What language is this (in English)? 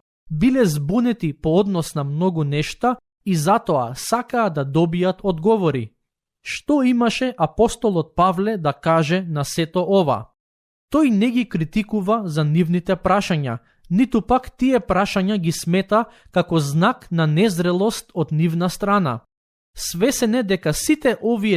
Macedonian